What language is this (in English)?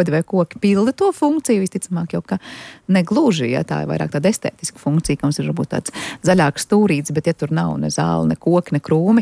Latvian